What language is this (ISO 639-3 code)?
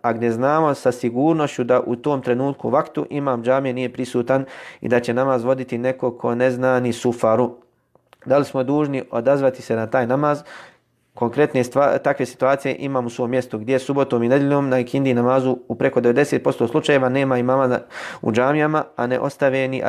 bos